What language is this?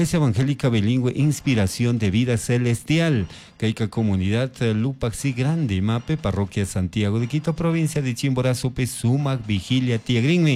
Chimborazo Highland Quichua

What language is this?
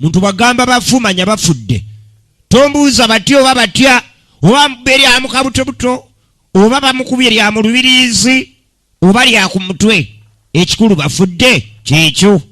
Ganda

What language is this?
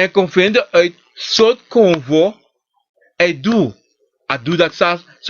Sranan Tongo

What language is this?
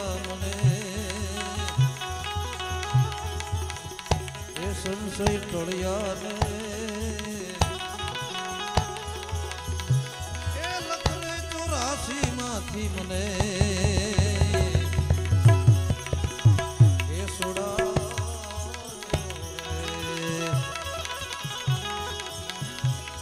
Gujarati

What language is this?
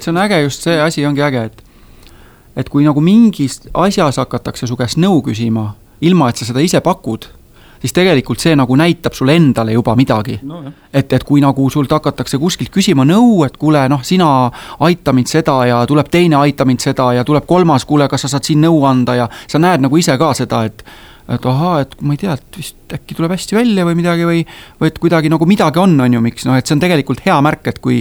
Estonian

